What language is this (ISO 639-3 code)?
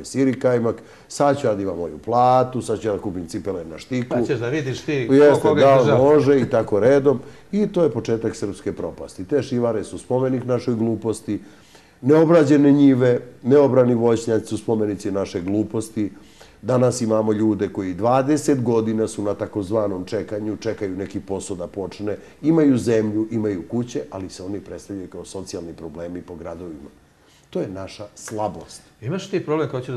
srp